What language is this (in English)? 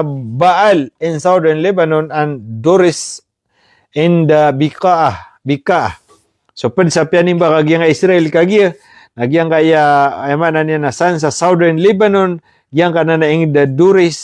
Maranao